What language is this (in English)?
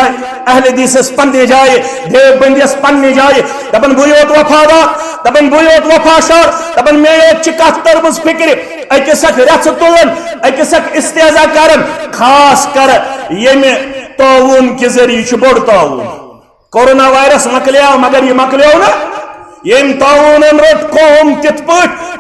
Kashmiri